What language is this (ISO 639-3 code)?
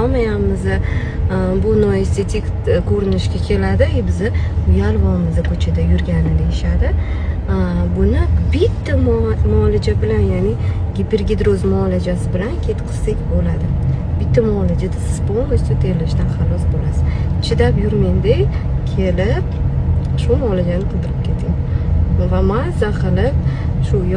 uzb